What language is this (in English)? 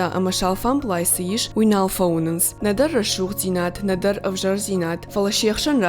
Ossetic